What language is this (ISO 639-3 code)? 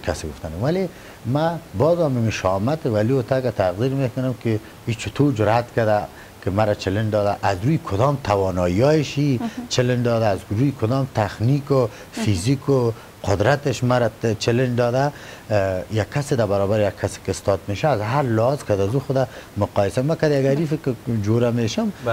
fas